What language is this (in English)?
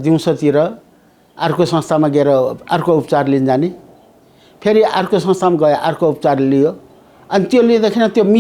Nepali